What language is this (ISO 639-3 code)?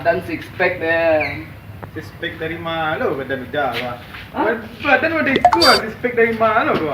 min